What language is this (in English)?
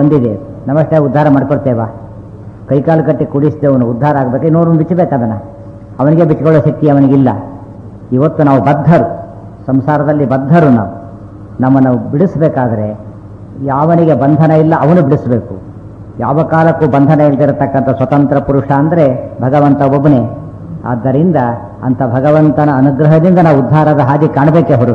Kannada